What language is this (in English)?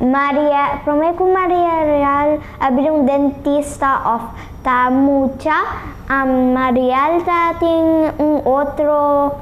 Papiamento